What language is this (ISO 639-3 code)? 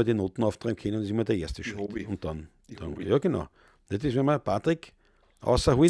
bar